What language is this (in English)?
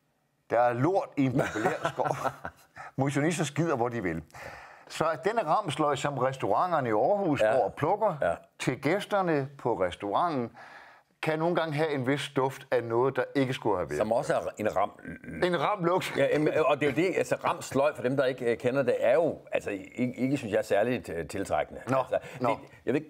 Danish